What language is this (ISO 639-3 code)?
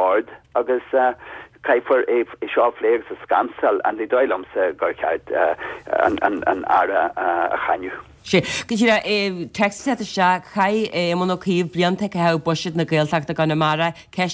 gle